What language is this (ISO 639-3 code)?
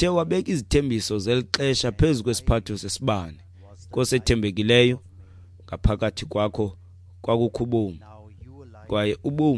xho